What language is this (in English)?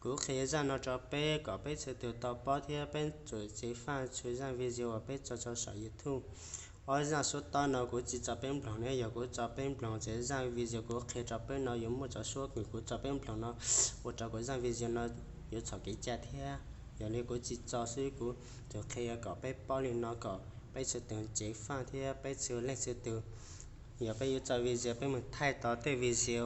Hmong